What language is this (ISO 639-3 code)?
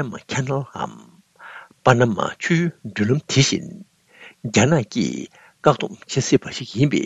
bod